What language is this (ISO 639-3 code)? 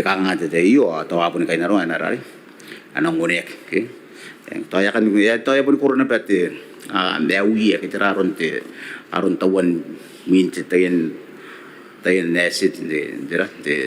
gil